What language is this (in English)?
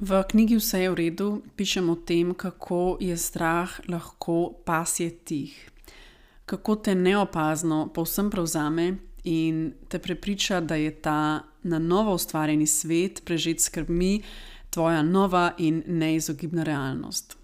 Slovenian